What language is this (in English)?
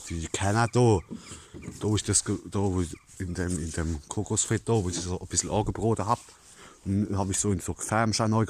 Palatine German